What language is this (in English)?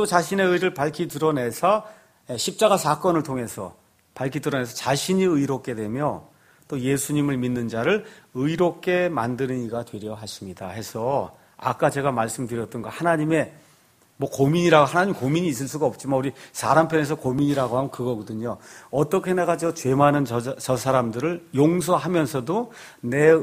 Korean